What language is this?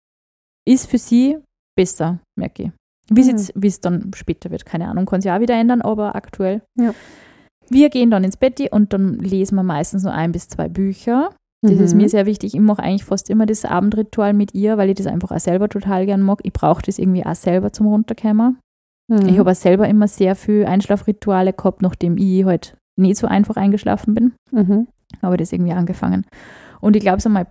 German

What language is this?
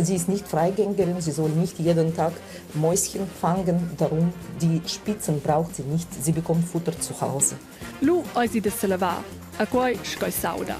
Romansh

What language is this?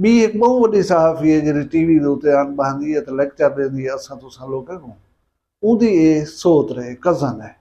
Saraiki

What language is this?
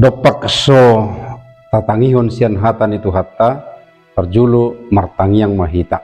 Batak Toba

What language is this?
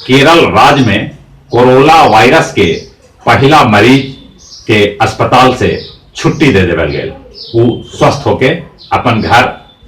Magahi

